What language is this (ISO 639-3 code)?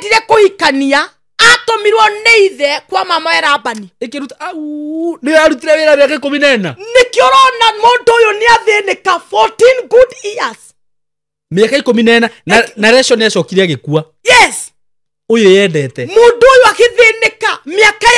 kik